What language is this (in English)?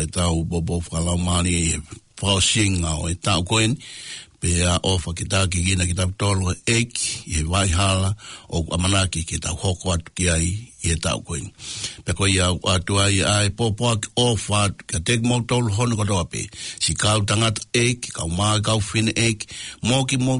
Tongan